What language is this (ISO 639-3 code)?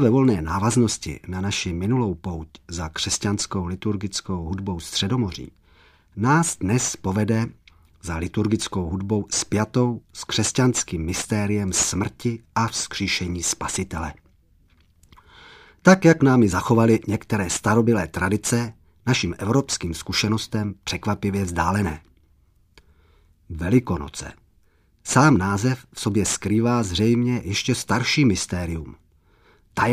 ces